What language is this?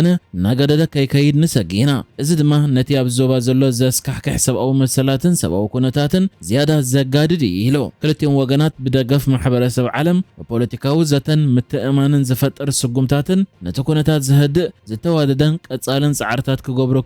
Tigrinya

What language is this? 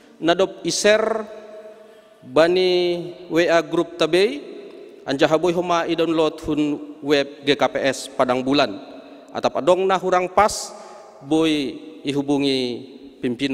Batak Simalungun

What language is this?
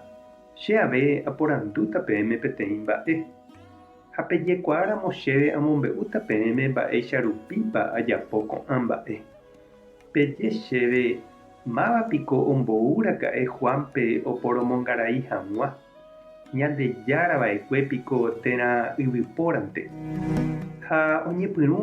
Guarani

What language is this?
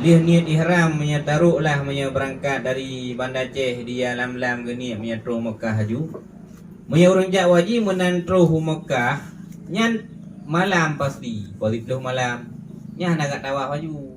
Achinese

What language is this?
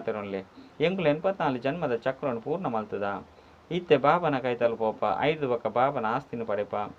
Tulu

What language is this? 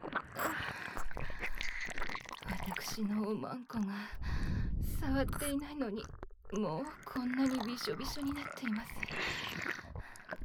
Japanese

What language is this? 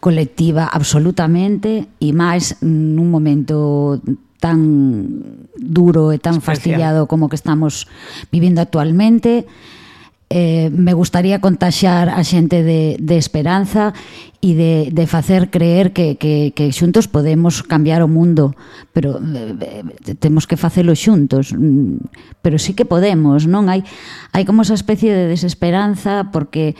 Galician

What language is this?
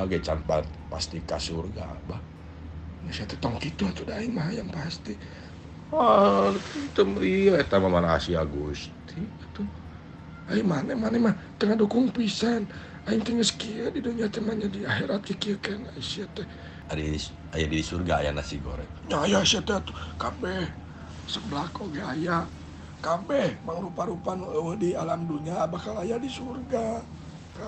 Sundanese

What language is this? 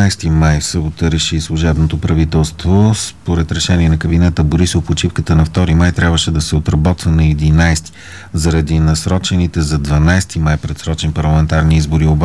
Bulgarian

